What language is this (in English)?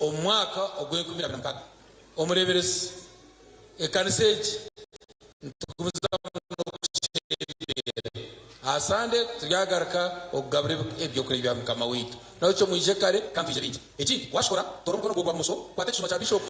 Nyankole